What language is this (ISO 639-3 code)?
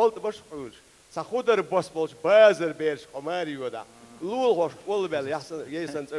che